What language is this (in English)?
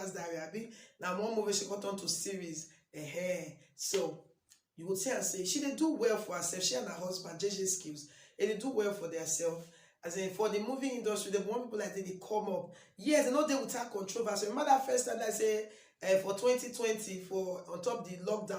Nigerian Pidgin